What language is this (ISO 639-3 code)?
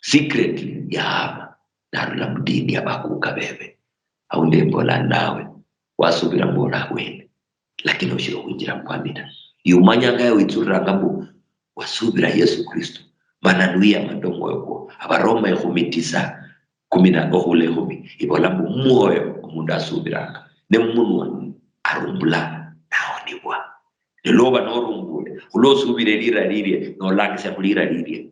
luy